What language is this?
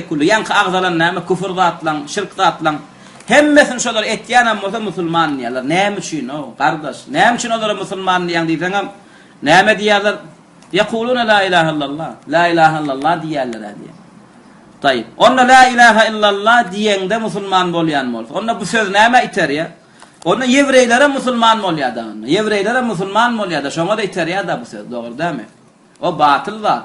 Turkmen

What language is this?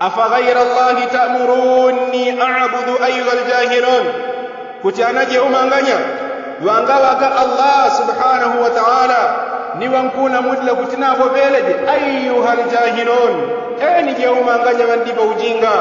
Yao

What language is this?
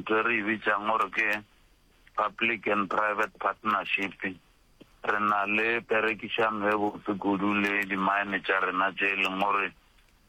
Northern Sotho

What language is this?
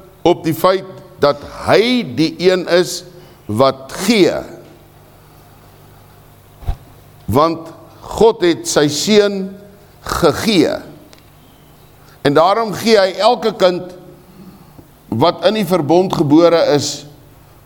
Afrikaans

